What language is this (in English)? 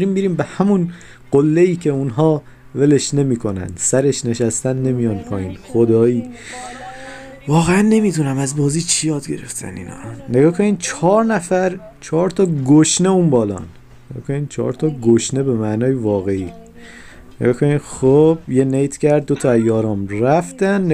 Persian